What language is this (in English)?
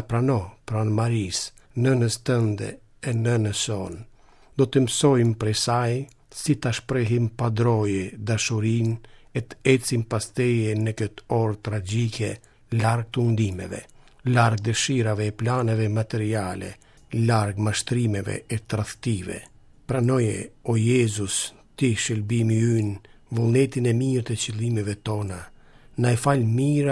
Albanian